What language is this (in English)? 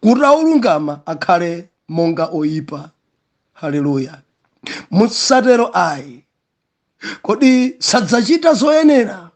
Nyanja